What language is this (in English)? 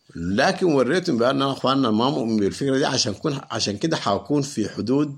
Sudanese Arabic